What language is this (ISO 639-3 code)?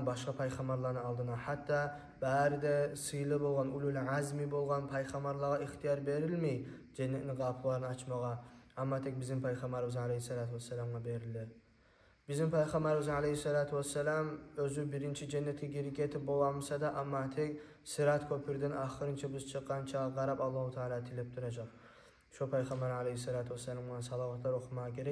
kum